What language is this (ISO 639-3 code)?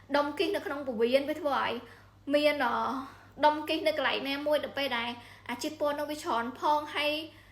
khm